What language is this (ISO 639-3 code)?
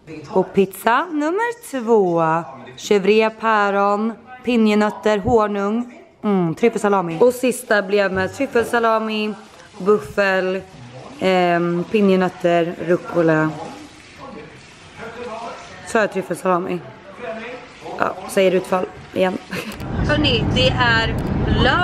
swe